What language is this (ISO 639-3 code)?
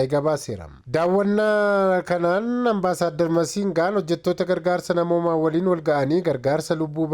orm